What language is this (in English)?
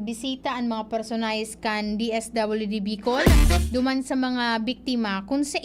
Bikol